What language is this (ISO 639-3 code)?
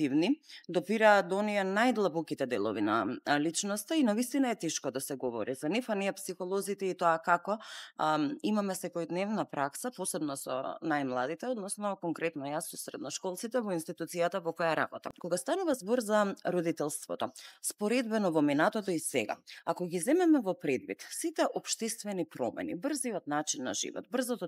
mkd